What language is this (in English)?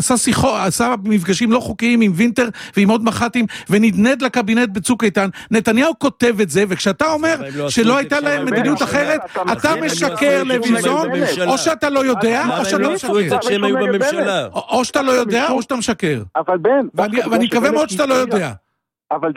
Hebrew